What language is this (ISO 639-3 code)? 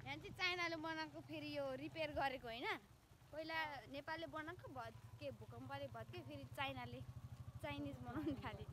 nep